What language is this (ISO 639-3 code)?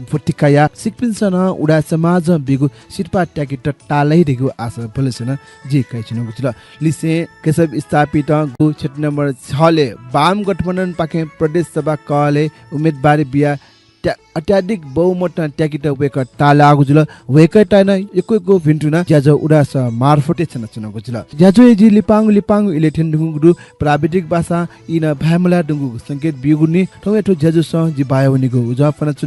new